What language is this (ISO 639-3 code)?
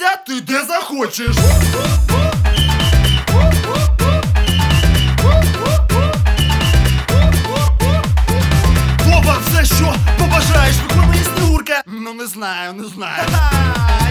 ukr